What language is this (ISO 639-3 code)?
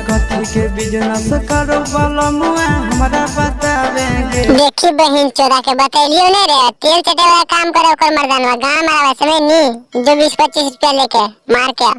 mag